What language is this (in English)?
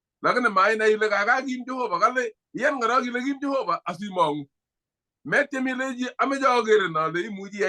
Kalenjin